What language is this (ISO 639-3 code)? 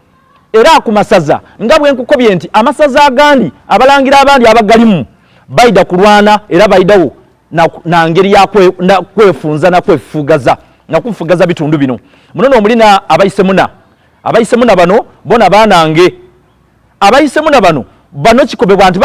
xog